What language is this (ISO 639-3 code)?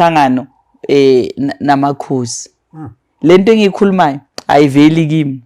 zul